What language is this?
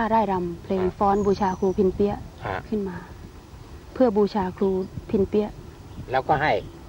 Thai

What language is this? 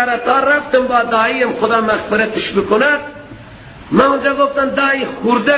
Persian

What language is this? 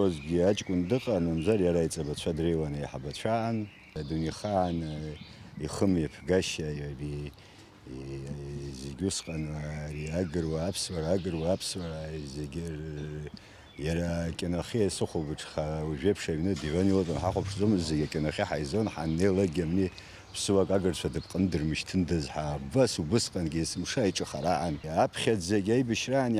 Abkhazian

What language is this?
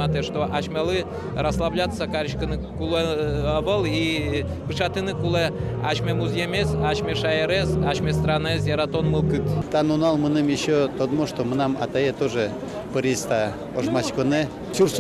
Udmurt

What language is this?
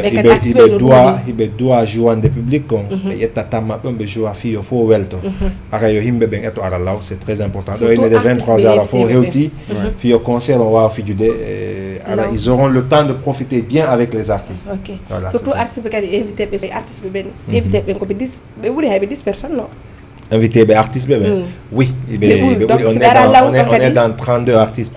Fula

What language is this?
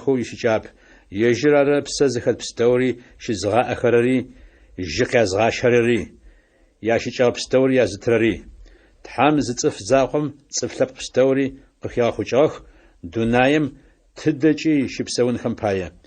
Adyghe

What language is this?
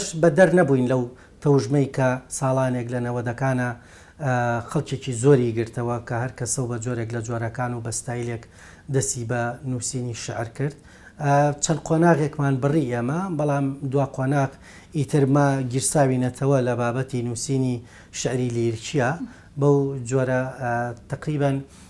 Central Kurdish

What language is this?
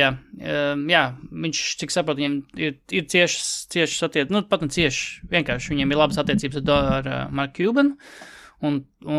Latvian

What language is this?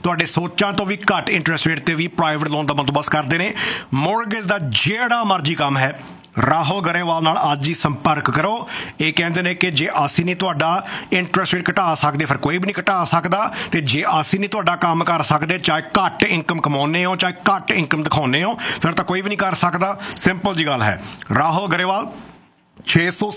Punjabi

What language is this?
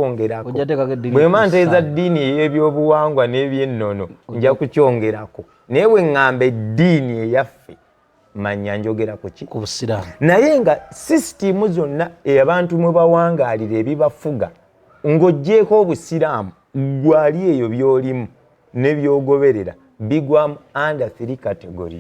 Ganda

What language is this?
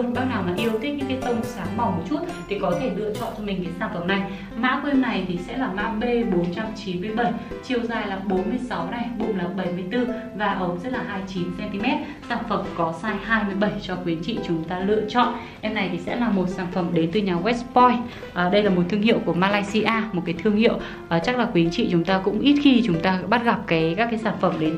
Vietnamese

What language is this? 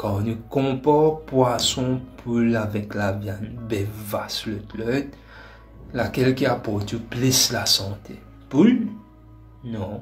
Morisyen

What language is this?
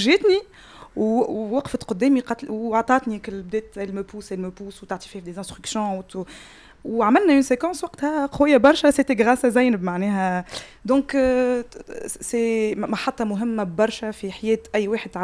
Tunisian Arabic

